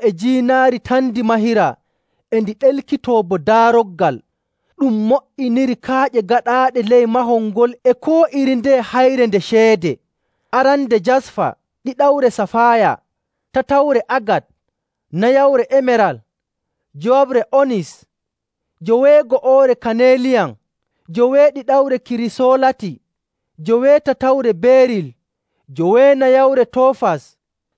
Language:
Nigerian Fulfulde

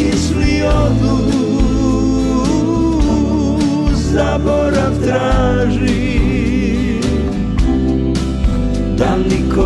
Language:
Serbian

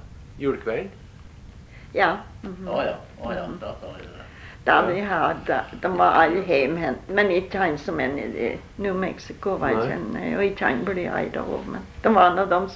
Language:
Norwegian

